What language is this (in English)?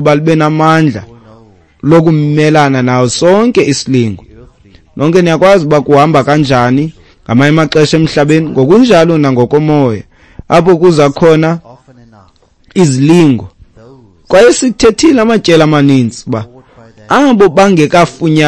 Xhosa